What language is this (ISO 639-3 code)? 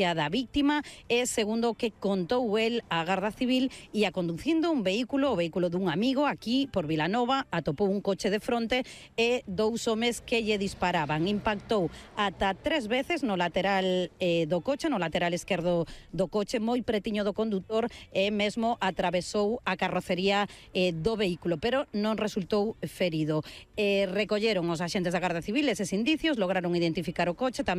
glg